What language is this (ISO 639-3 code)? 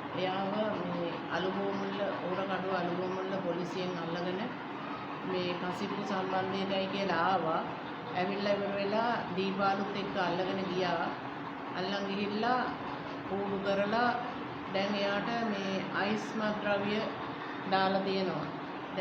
sin